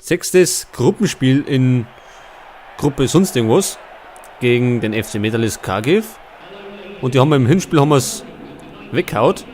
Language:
Bavarian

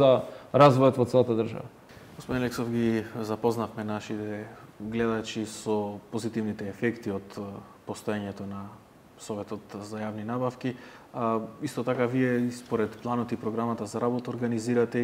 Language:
Macedonian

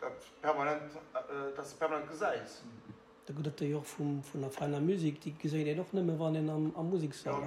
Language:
Luxembourgish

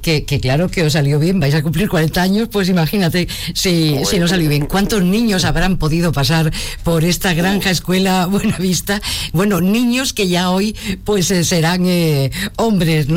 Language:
Spanish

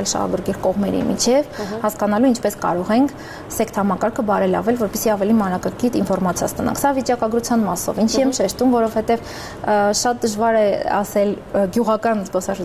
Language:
Armenian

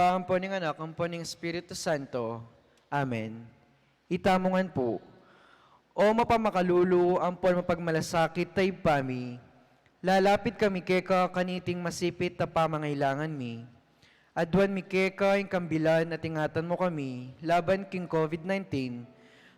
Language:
Pampanga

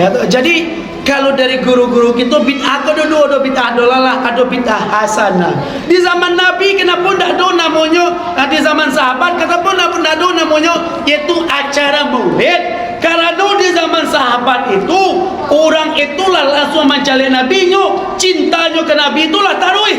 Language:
Minangkabau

